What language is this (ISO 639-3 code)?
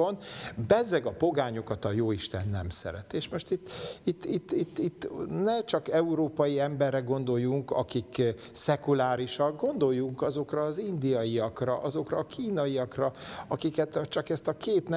hun